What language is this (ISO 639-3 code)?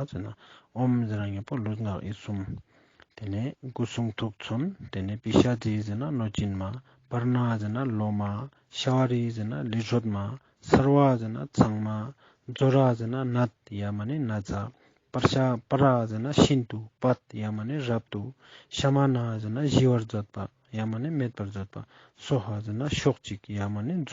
lbj